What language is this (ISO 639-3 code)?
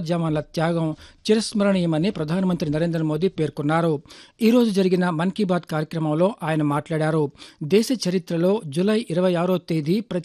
tel